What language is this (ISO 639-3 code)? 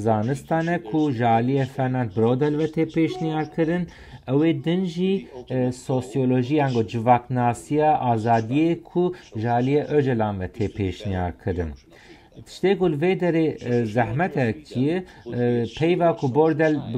kur